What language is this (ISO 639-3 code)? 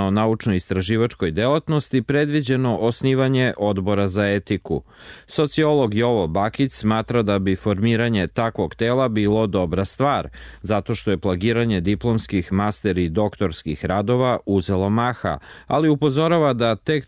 srp